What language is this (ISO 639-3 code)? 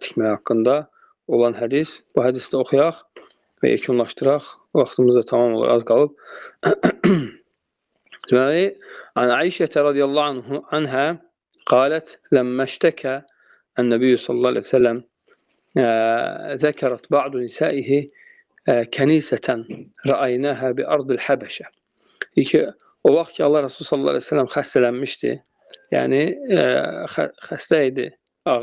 aze